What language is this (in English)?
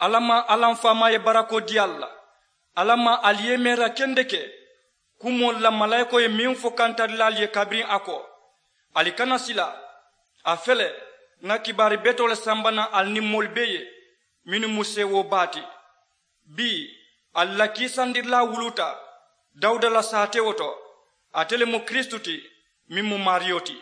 Mandingo